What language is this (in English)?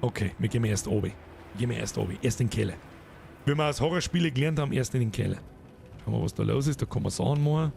Bavarian